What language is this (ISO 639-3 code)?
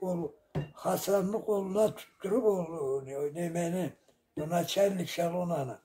krc